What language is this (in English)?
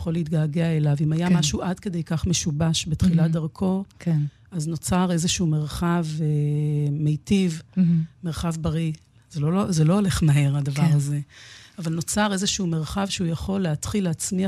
Hebrew